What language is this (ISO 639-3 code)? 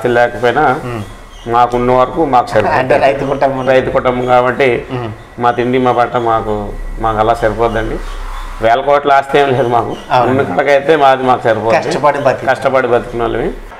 tel